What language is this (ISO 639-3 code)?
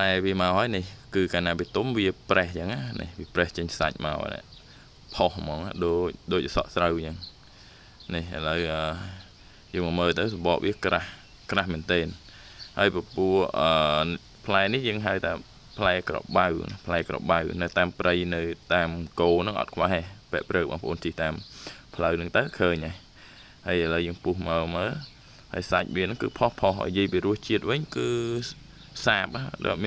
khm